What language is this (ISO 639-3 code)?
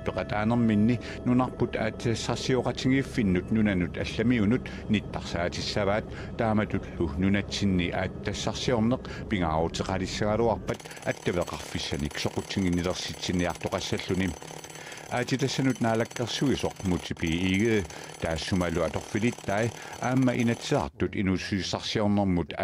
kal